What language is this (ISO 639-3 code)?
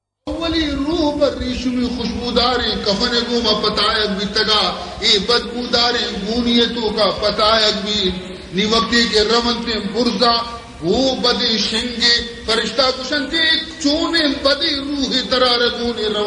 bal